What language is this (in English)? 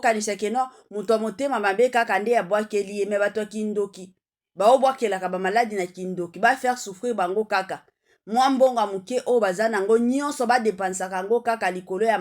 Lingala